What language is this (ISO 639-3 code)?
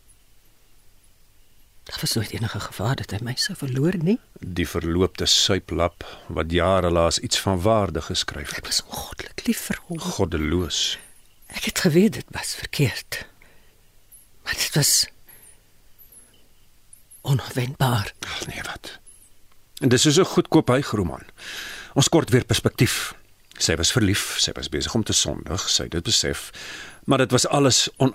afr